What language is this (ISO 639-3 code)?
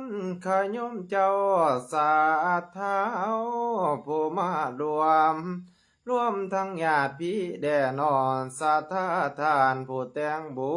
lao